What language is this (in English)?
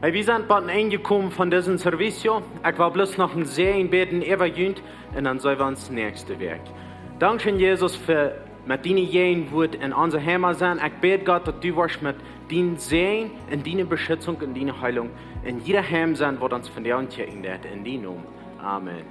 Plautdietsch